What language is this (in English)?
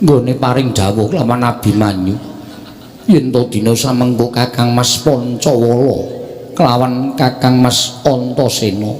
Javanese